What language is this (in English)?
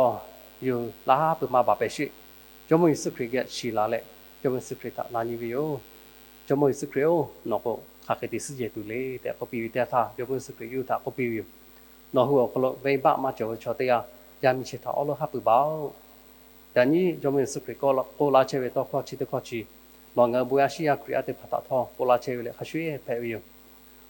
Lahu